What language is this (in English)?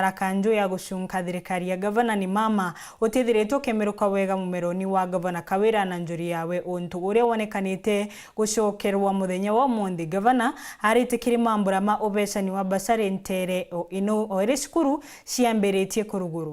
Meru